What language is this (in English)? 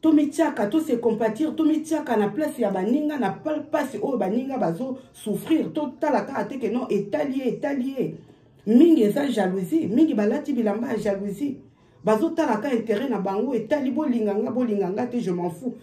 Lingala